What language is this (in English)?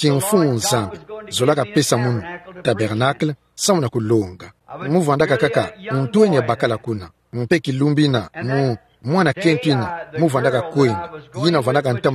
Kituba (Democratic Republic of Congo)